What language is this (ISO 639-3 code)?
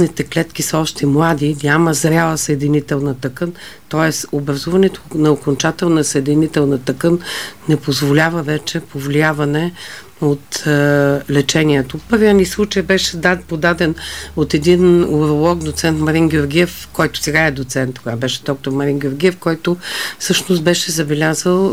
bul